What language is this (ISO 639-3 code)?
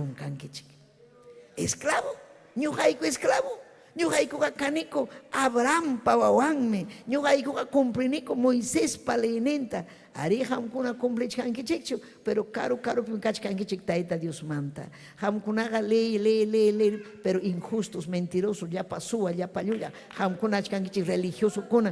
quy